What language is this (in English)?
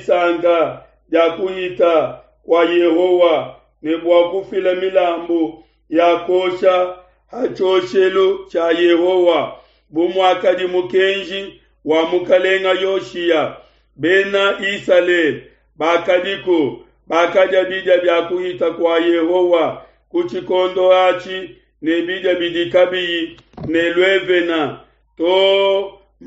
Luba-Lulua